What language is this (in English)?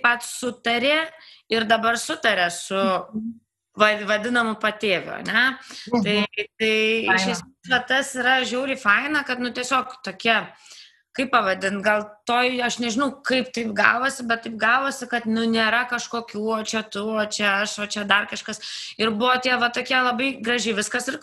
Lithuanian